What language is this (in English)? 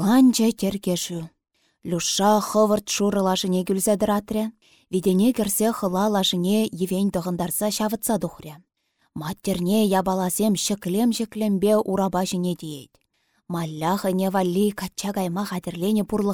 Chuvash